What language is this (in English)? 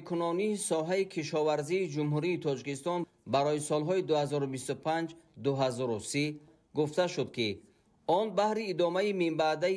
Tajik